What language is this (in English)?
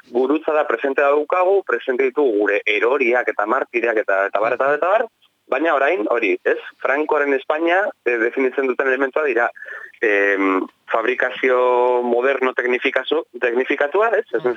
Basque